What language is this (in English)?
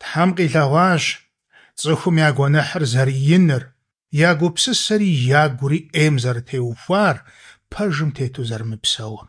Kabardian